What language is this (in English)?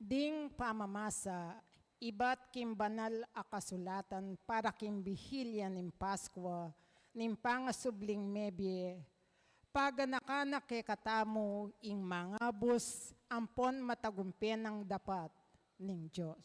Pampanga